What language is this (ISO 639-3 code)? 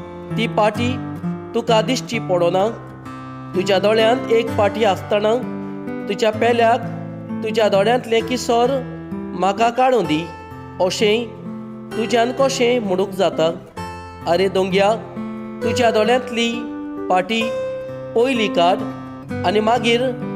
kok